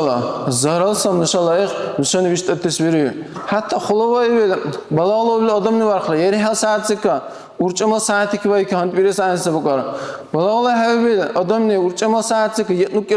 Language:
Dargwa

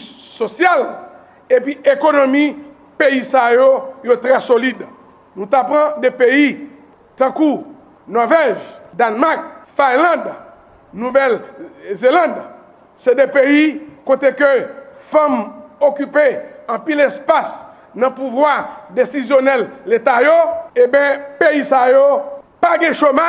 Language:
Haitian Creole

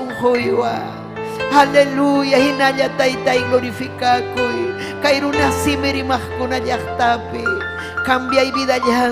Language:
Ayacucho Quechua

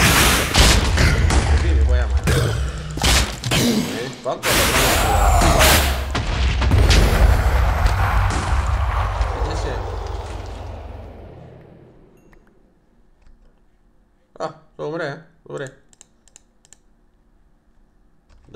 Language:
Bulgarian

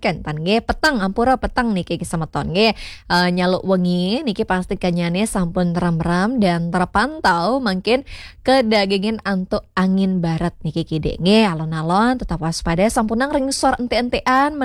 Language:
Balinese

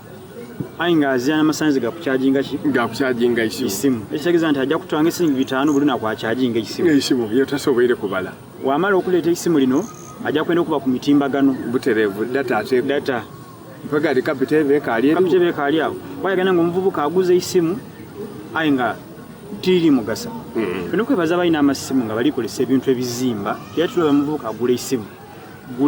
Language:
Soga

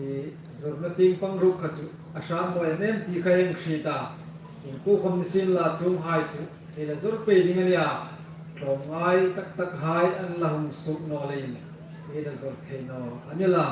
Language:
Hmar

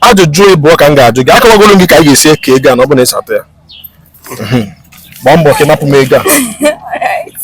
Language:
Igbo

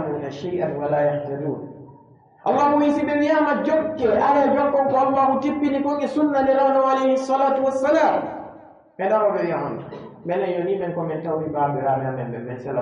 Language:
Pular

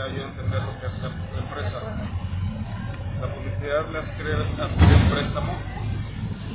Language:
Spanish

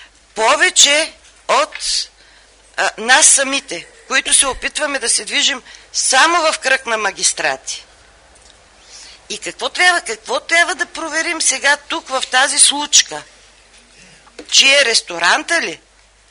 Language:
Bulgarian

